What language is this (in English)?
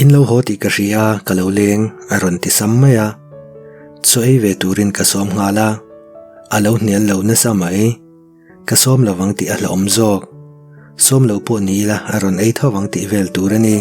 Mizo